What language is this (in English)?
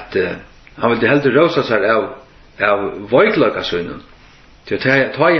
Faroese